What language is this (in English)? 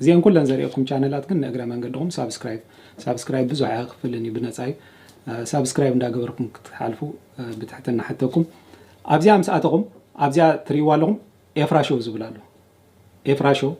Tigrinya